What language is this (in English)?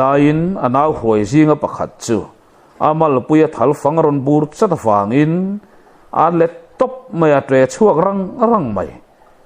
Mizo